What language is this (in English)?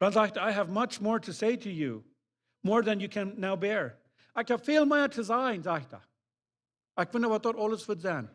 Plautdietsch